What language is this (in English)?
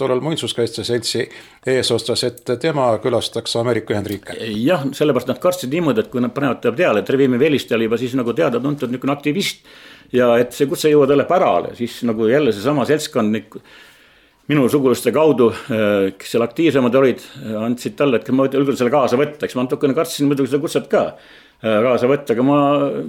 Estonian